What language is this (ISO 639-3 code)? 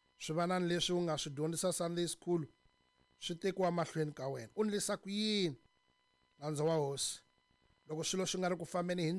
tso